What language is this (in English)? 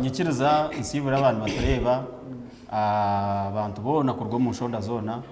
Nyankole